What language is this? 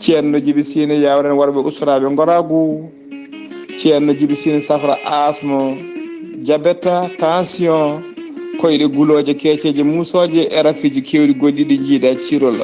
Fula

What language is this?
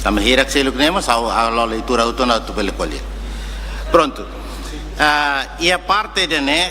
Tetum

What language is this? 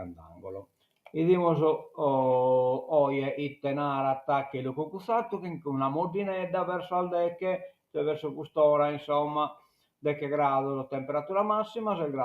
Sardinian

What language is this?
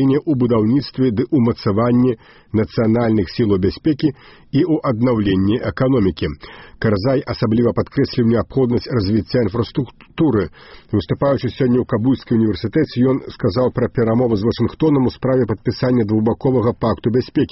Belarusian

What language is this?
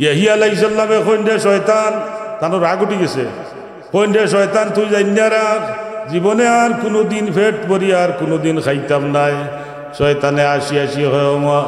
Sylheti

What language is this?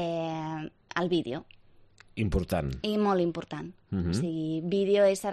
Catalan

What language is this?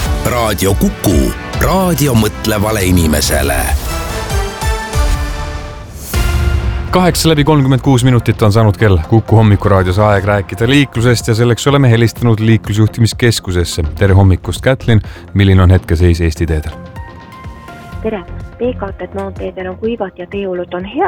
Estonian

